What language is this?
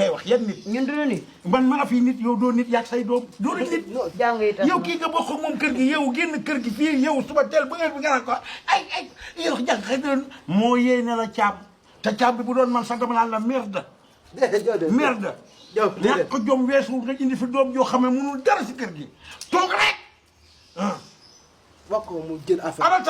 Wolof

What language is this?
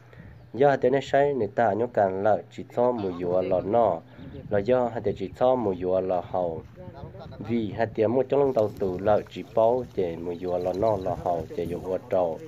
Hmong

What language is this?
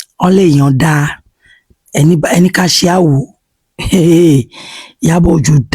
Yoruba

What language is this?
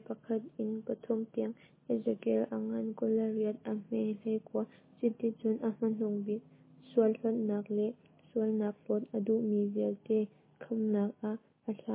Hakha Chin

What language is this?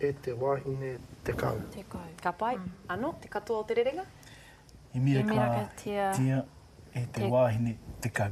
Māori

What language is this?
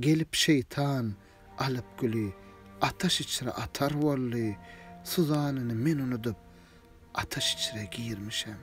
Turkmen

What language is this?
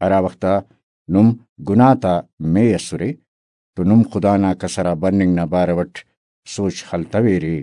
Brahui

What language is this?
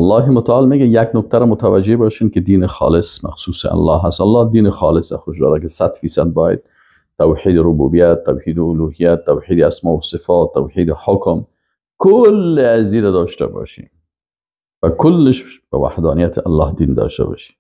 Persian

